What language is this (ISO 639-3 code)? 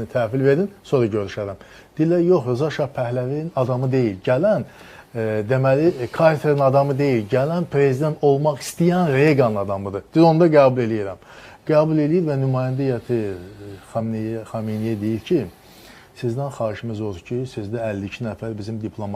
aze